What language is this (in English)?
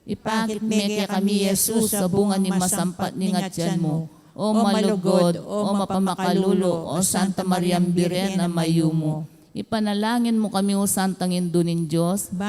Pampanga